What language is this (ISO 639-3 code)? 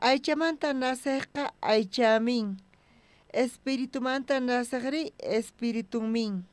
quh